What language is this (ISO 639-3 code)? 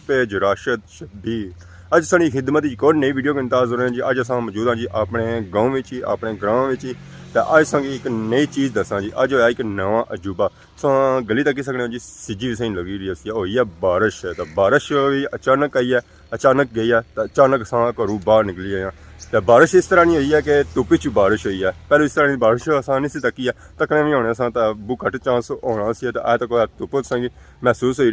phr